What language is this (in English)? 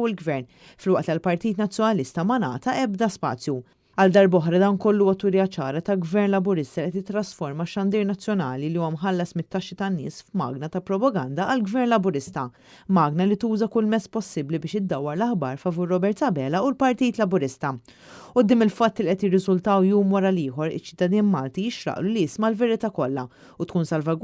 Maltese